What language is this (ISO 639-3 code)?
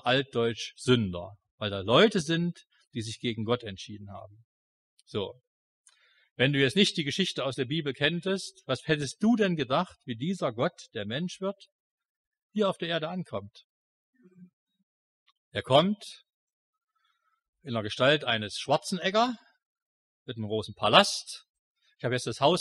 deu